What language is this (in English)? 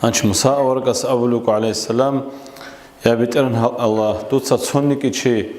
Avaric